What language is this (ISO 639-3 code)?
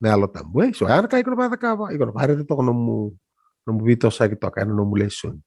fij